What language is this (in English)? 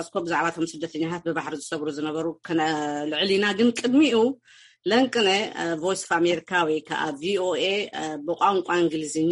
Tigrinya